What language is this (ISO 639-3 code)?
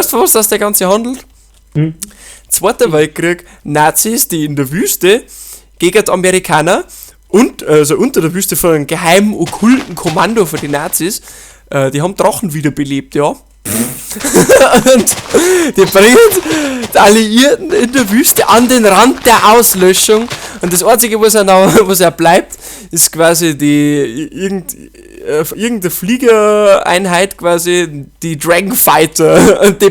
bar